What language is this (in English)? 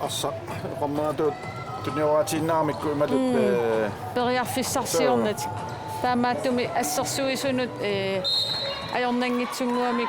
Kalaallisut